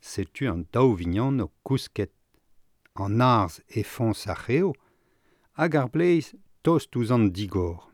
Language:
Breton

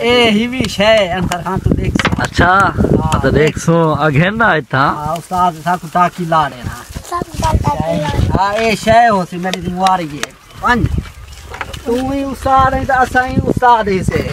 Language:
Saraiki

